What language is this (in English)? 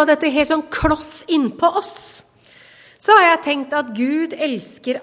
Norwegian